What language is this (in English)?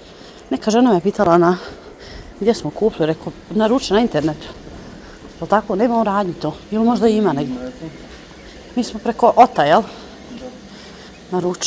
Croatian